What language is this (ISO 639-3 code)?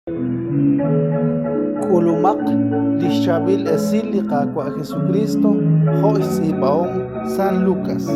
kek